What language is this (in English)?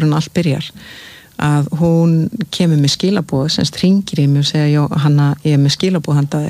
Icelandic